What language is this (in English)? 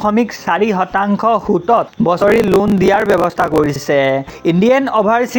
Assamese